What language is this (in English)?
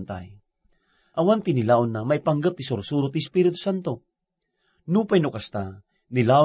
Iloko